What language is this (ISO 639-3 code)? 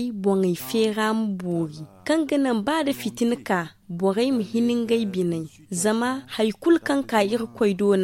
dje